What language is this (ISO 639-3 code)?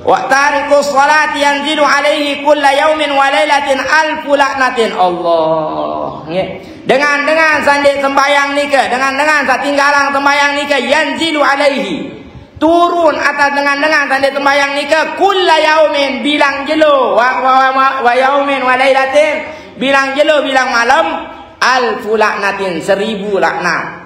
sas